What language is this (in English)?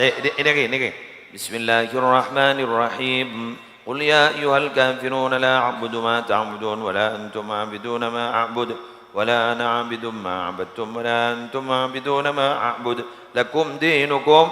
Madurese